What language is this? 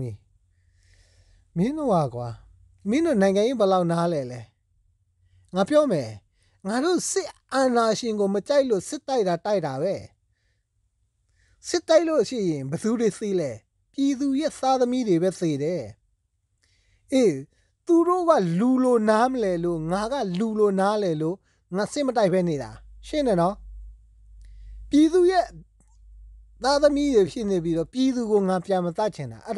Burmese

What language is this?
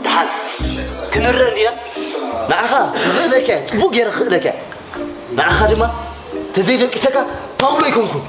Tigrinya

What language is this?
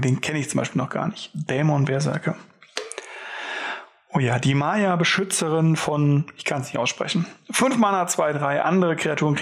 German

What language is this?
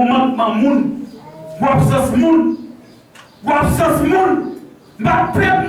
Haitian Creole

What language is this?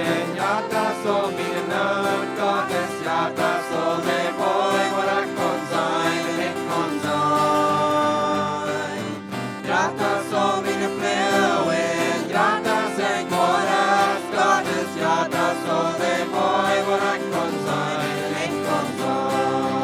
Plautdietsch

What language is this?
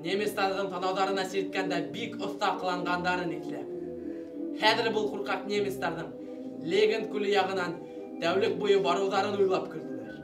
Bashkir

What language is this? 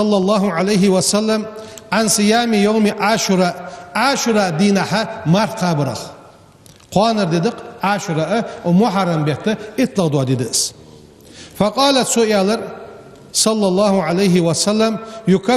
Ingush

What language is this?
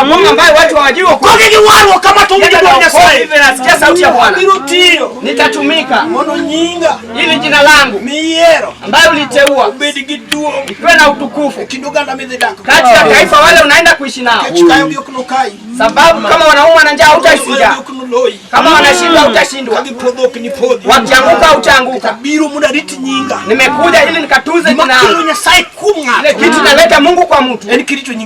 Luo (Kenya and Tanzania)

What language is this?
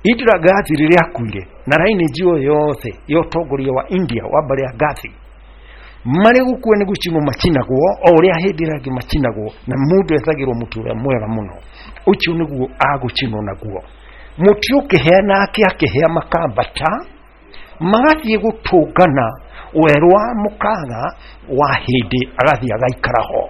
Kikuyu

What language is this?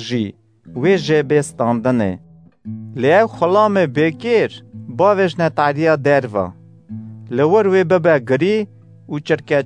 Kurdish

